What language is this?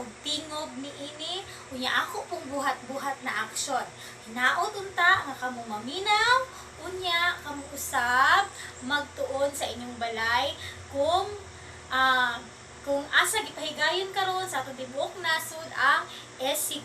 Cebuano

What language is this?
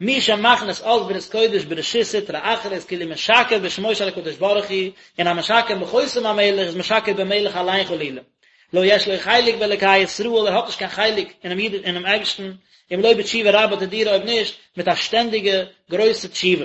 Yiddish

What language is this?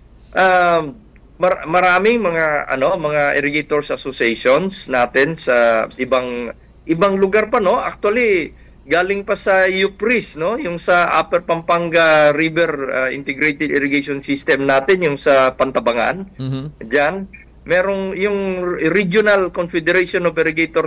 Filipino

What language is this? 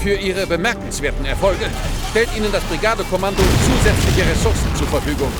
Bavarian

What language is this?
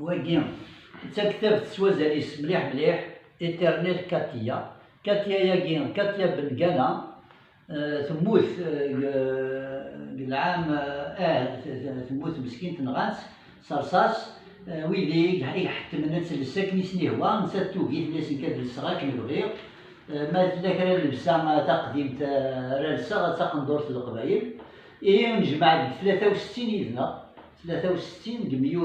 Kabyle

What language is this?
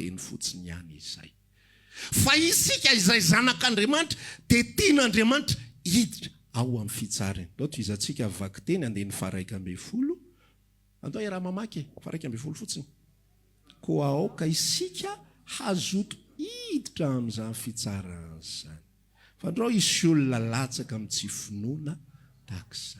Malagasy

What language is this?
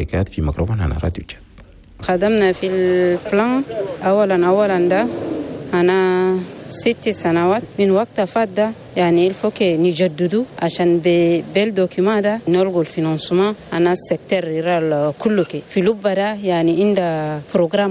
Chadian Arabic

